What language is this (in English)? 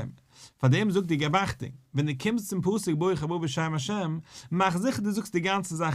Yiddish